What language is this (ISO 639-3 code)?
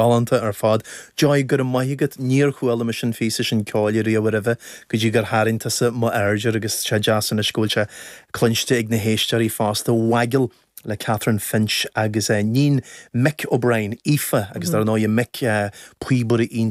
gle